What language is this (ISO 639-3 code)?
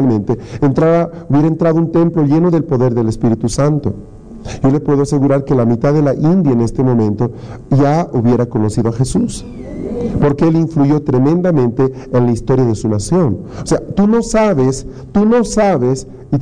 spa